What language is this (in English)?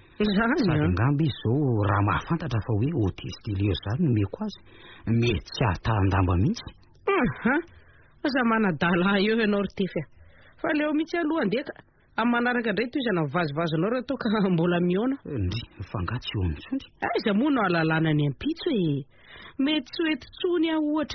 Malagasy